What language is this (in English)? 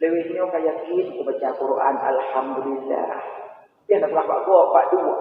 Achinese